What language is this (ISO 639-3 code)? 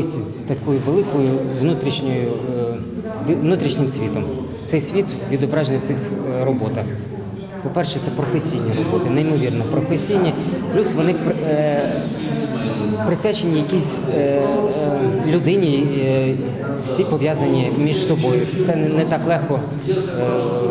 ukr